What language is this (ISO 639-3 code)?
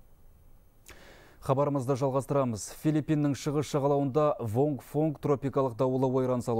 kaz